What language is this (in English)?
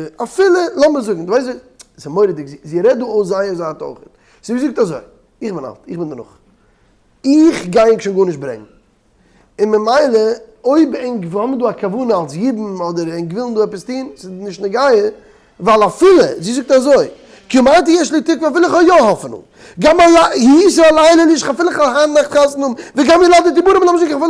Yiddish